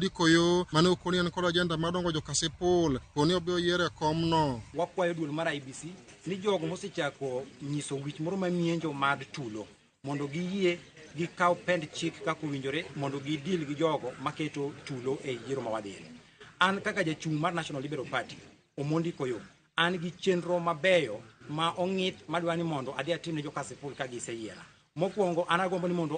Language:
Luo (Kenya and Tanzania)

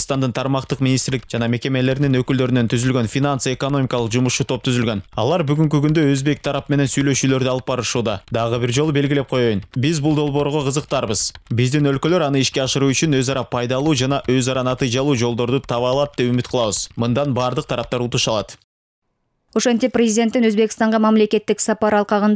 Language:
Kyrgyz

